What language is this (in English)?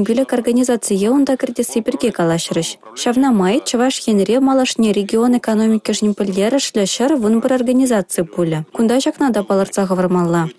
Chuvash